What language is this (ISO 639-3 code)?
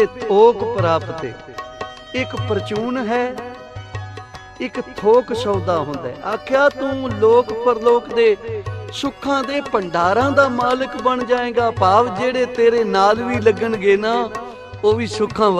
pan